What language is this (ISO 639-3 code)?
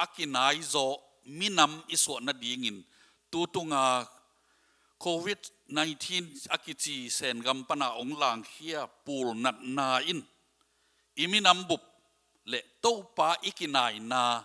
ctd